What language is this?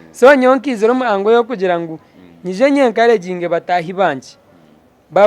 Nyankole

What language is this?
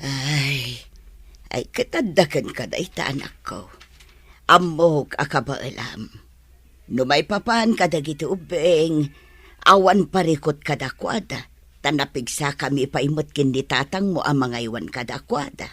Iloko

